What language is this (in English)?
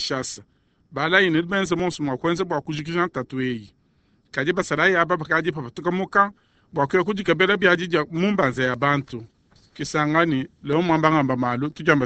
Luba-Lulua